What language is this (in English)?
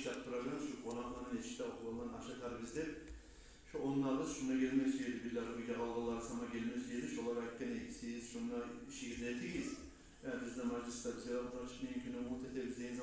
Kumyk